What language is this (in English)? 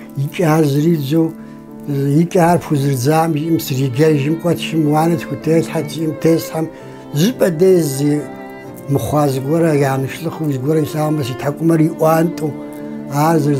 Kabardian